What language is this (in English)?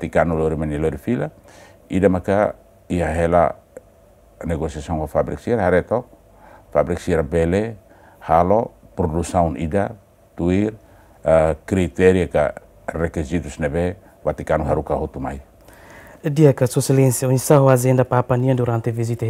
Tetum